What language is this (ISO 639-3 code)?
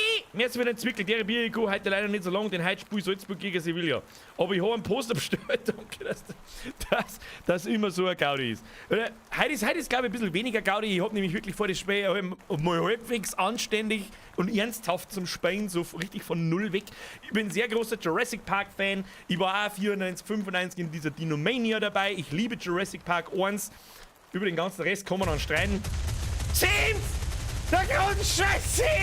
bar